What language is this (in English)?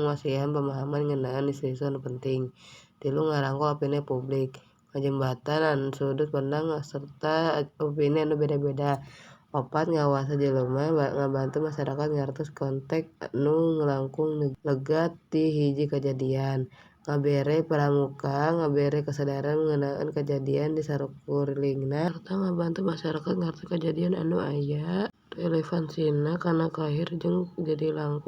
Sundanese